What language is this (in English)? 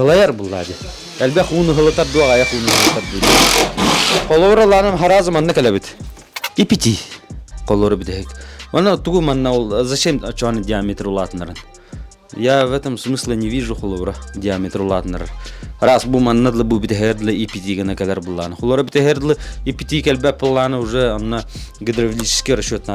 Yakut